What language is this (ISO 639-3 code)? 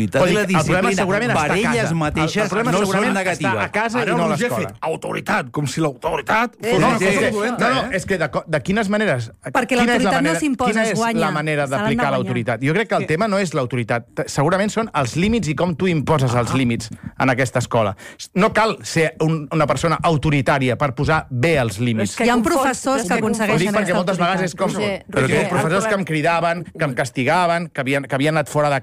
cat